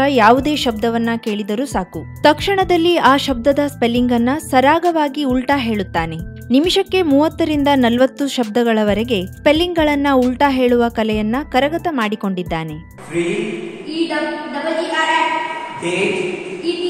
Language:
Kannada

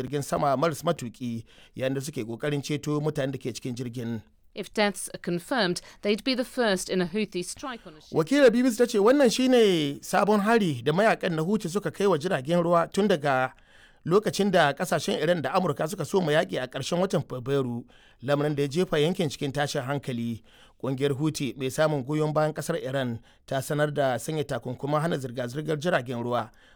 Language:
Hausa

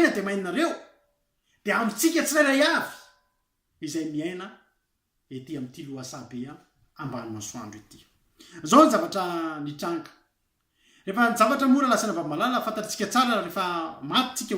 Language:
Malagasy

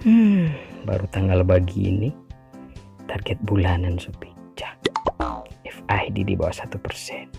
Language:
Manado Malay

